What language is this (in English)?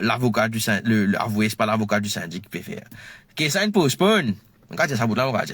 Morisyen